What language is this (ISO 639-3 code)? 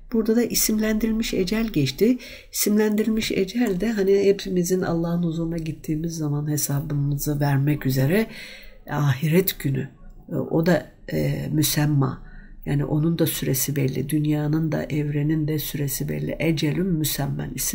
tur